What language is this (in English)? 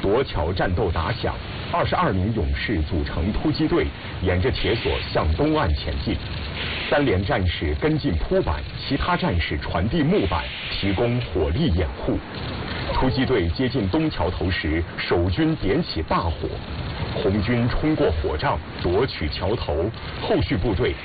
Chinese